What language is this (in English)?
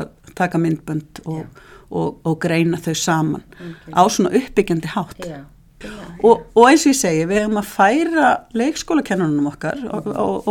Icelandic